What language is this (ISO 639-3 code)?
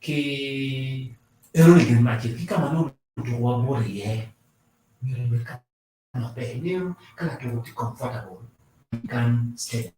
ach